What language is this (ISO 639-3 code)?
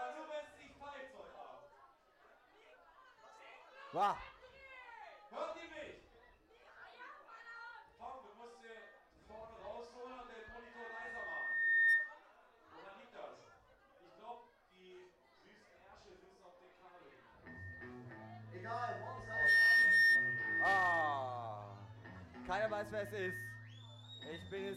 deu